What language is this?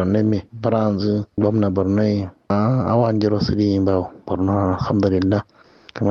Kanuri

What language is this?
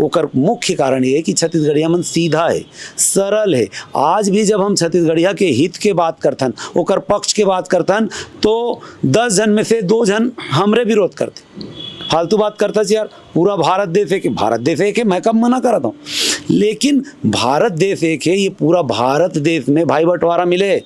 Chhattisgarhi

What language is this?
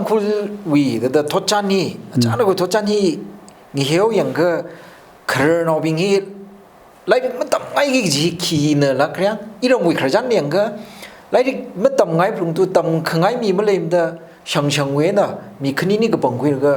Tangkhul Naga (India)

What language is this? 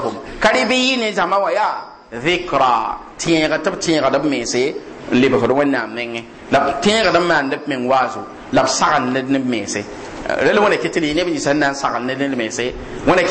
Mossi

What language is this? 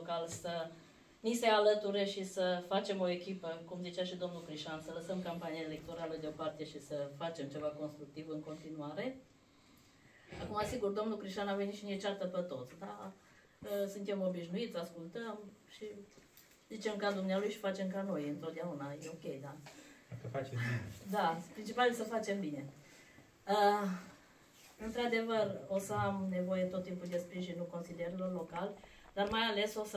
Romanian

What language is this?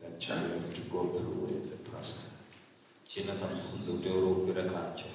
Venda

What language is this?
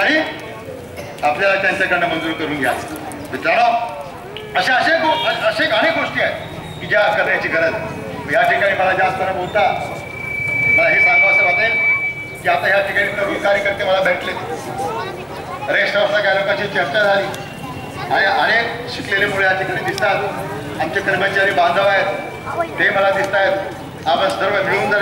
Marathi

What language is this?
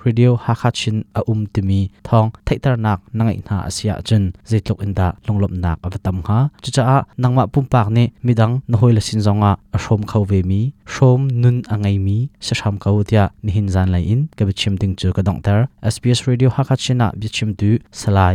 Hakha Chin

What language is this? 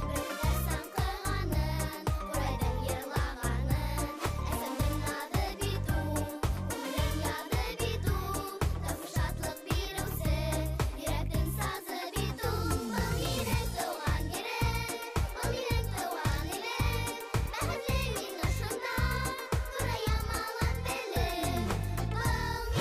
Bashkir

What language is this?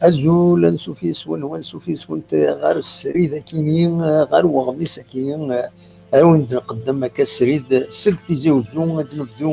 Kabyle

